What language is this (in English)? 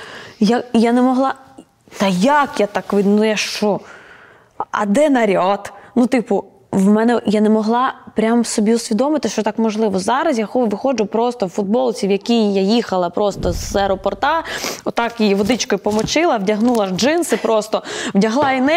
Ukrainian